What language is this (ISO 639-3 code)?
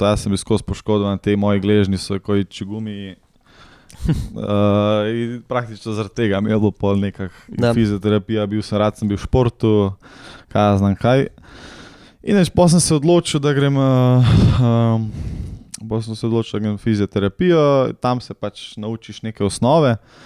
slv